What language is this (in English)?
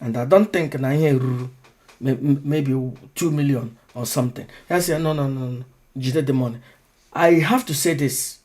Igbo